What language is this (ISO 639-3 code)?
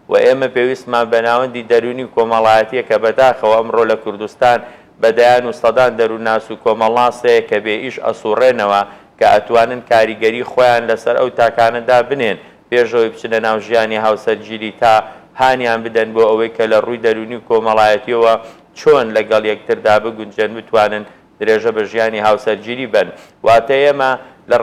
ckb